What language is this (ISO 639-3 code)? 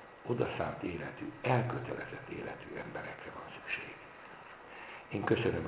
hun